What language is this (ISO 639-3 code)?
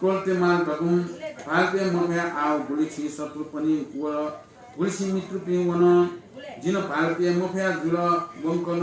new